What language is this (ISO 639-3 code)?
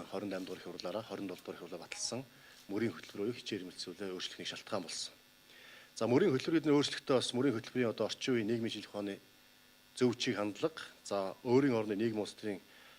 mon